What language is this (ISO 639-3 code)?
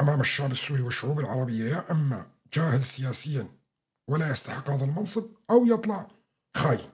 apc